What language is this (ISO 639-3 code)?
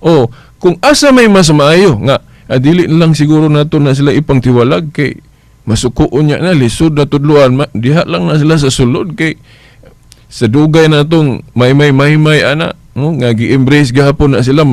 ceb